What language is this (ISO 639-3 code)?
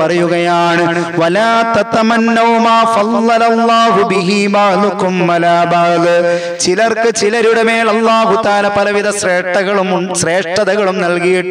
mal